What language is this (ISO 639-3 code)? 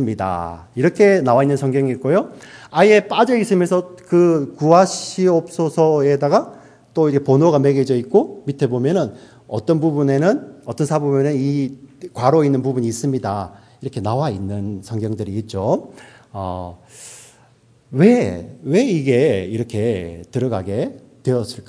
kor